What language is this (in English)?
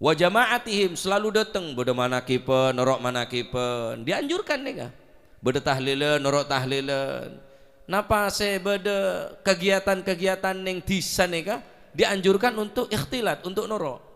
Madurese